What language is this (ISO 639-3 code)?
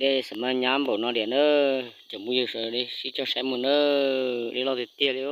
hmn